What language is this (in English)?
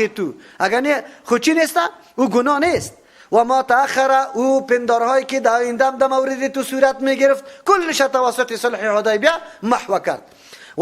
Persian